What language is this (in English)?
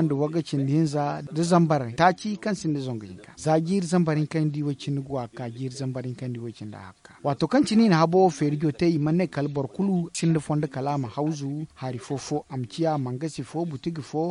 Zarma